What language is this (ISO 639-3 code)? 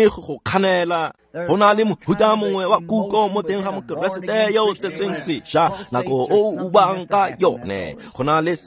tsn